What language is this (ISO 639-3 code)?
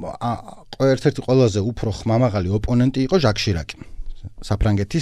kat